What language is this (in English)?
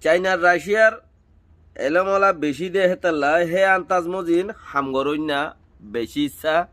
Rohingya